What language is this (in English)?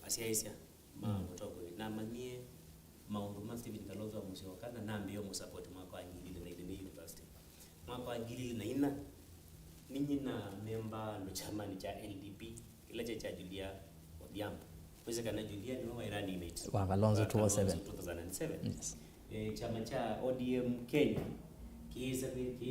Kamba